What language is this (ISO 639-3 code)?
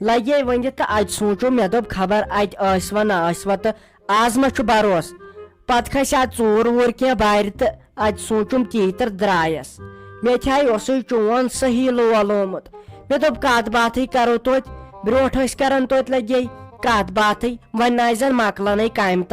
kas